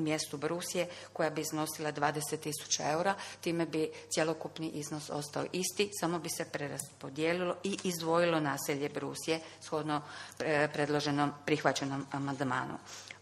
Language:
Croatian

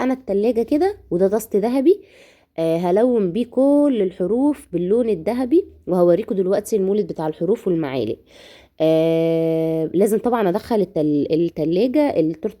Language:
Egyptian Arabic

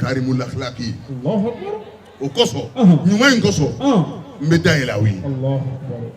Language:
Bambara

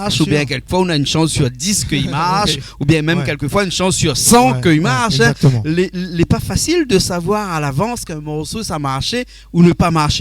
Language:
Réunion Creole French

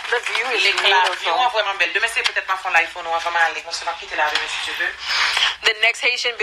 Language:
Haitian Creole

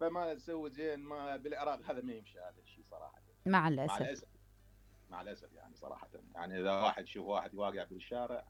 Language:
Mesopotamian Arabic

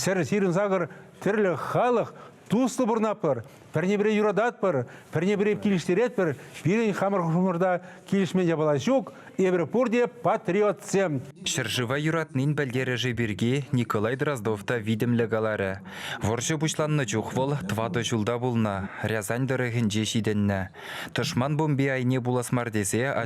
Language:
Chuvash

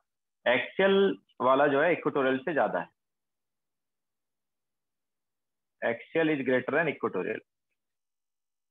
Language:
Hindi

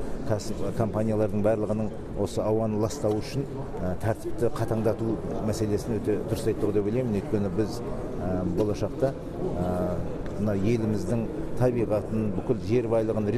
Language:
Kazakh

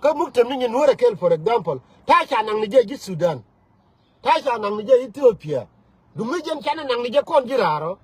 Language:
Nuer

